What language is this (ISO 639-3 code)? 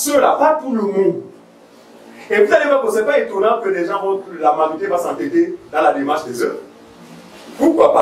fra